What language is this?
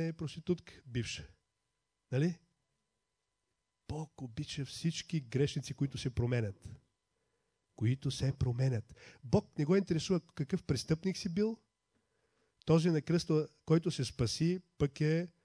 Bulgarian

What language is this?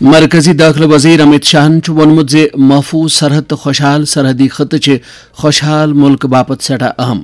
Kashmiri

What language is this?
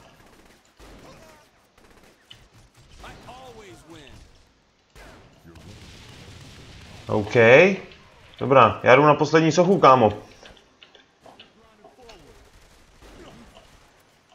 Czech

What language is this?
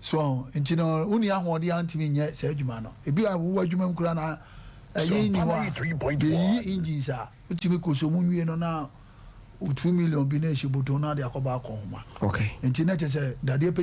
Akan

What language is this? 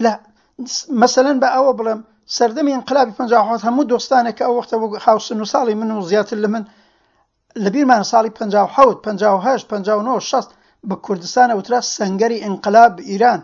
Central Kurdish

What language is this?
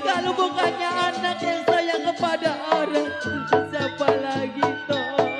Betawi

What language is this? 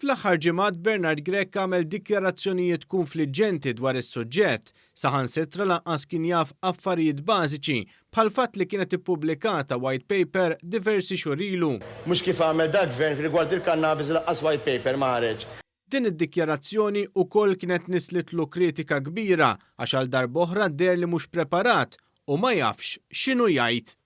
Maltese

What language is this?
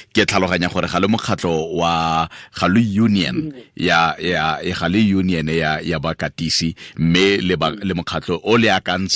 Tswana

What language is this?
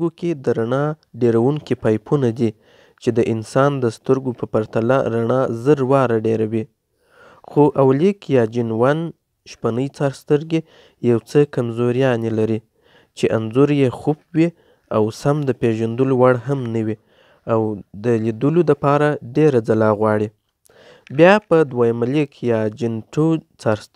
Pashto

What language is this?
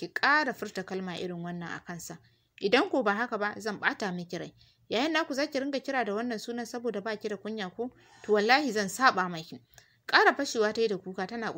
Hausa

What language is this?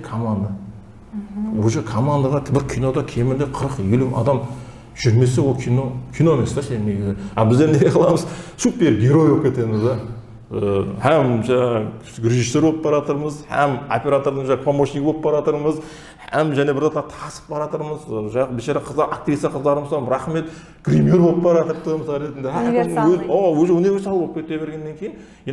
Kara-Kalpak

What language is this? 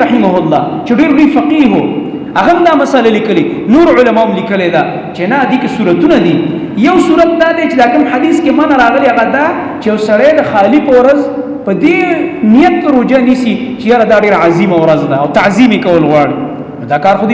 Pashto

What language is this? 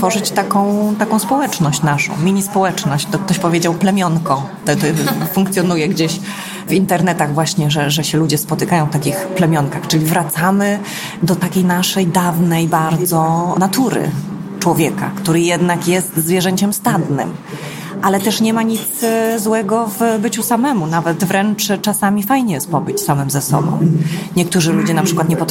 Polish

